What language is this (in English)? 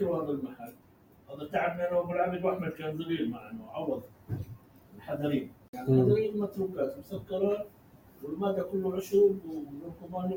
North Levantine Arabic